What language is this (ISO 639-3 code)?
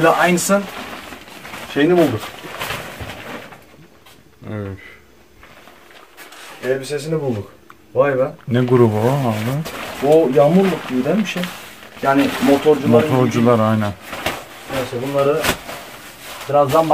tur